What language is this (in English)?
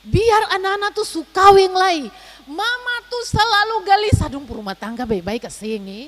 Ambonese Malay